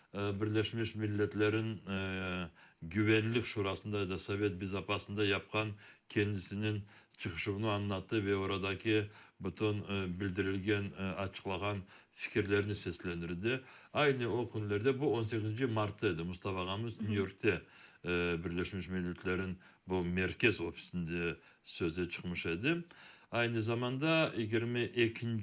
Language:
Crimean Tatar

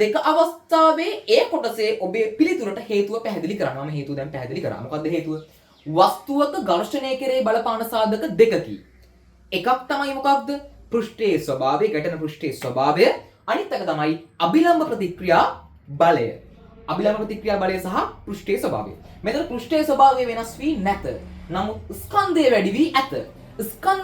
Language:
Sinhala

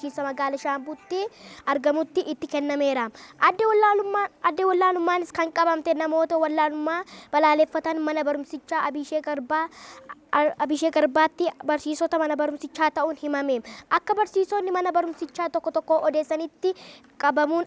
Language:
Oromo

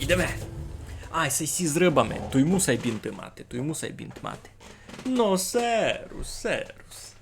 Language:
Rusyn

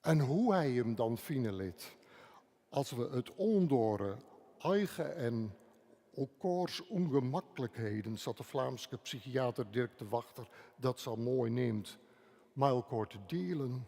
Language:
Western Frisian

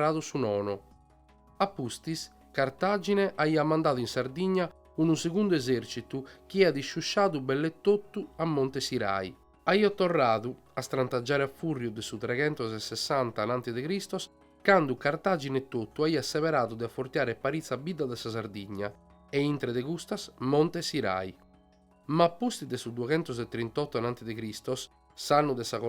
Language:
Sardinian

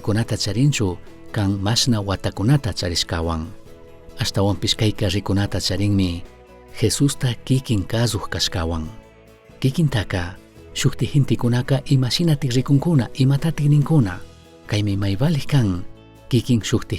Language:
Chimborazo Highland Quichua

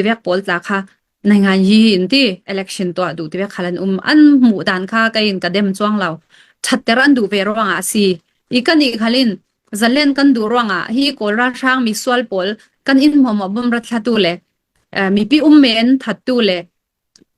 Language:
Falam Chin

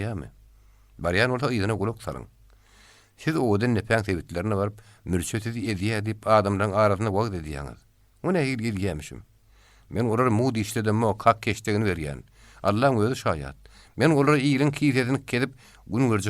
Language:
Turkmen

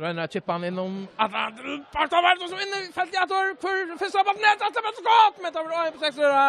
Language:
Faroese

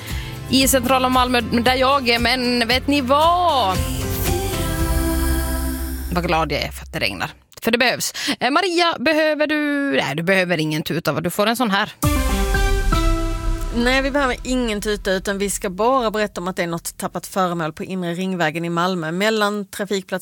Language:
Swedish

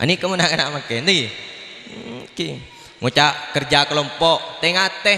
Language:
Madurese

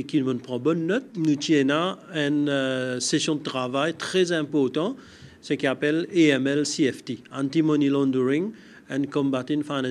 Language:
Morisyen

